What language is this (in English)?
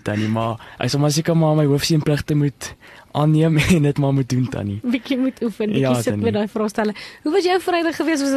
Afrikaans